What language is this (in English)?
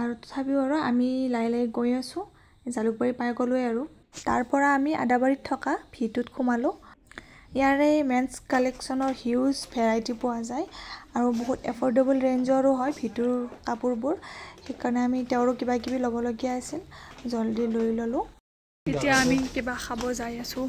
Assamese